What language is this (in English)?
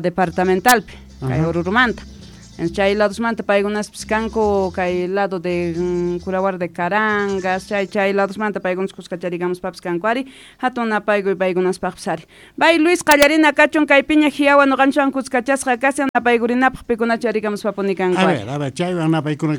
South Bolivian Quechua